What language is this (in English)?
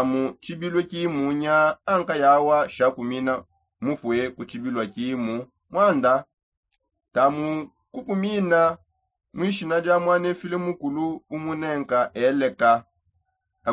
Songe